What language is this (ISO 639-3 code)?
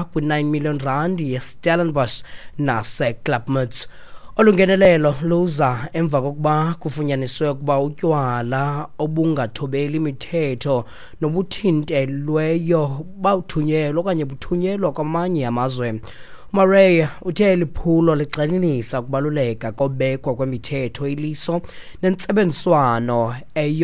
xho